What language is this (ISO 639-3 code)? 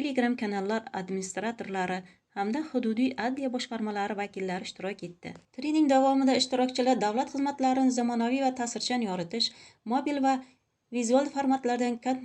uzb